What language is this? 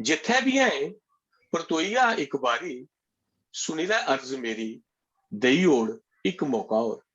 Dogri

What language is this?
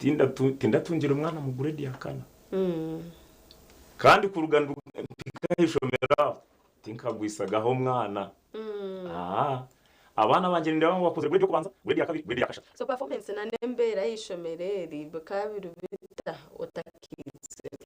Nyankole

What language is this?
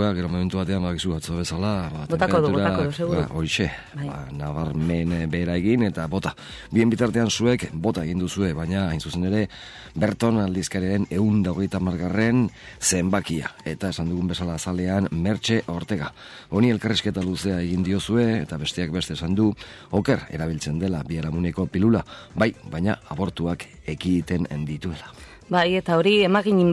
Basque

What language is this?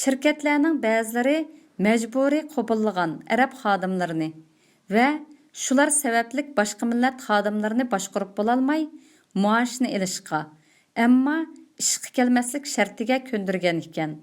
Uyghur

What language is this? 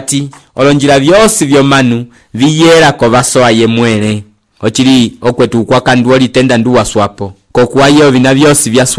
Umbundu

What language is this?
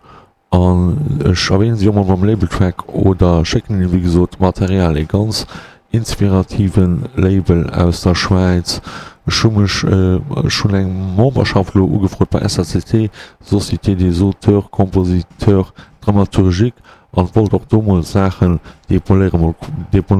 Luxembourgish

